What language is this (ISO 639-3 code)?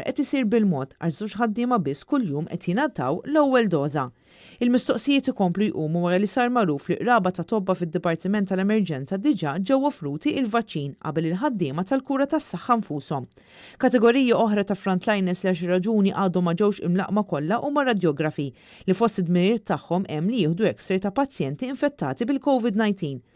mlt